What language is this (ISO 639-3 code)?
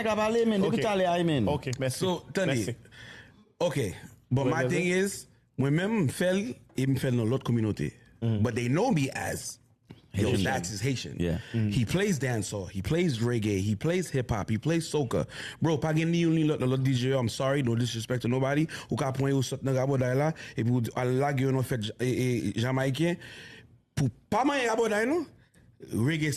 hat